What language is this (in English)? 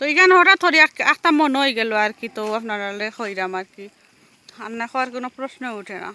Sylheti